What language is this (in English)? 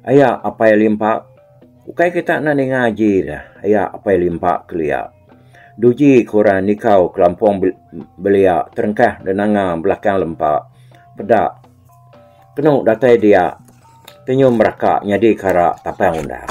Iban